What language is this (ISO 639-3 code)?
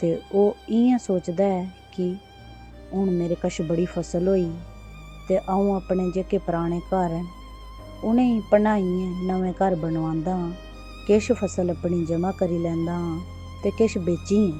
doi